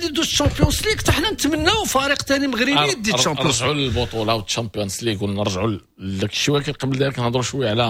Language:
Moroccan Arabic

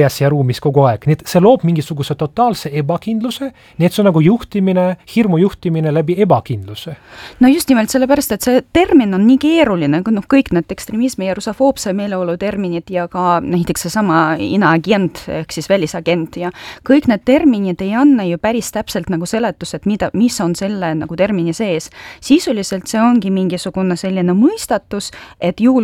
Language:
Estonian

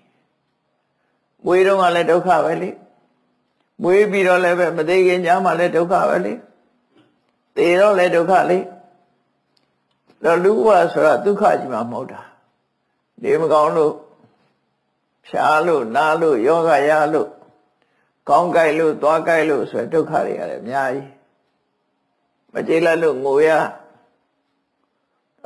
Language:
Burmese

